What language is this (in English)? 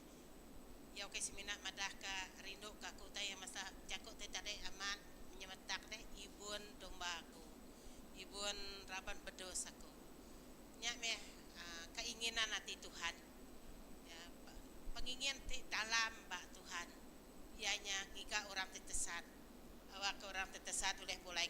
Iban